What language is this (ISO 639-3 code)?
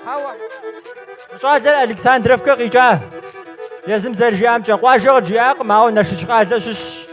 kbd